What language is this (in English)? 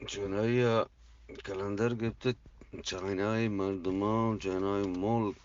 Eastern Balochi